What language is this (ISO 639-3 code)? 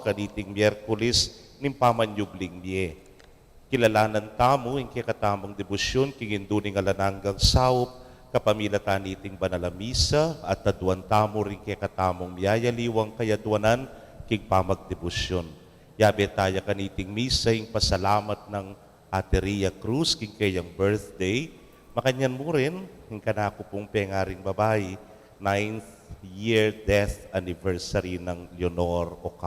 pam